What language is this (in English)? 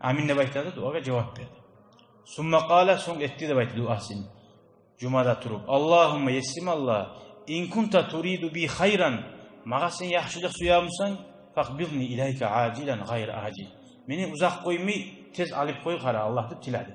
Kumyk